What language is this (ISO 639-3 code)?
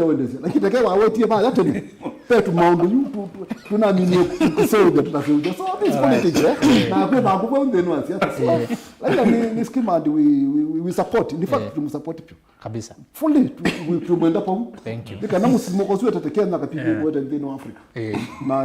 kam